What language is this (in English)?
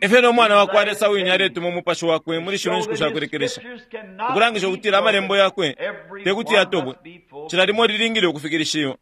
Bemba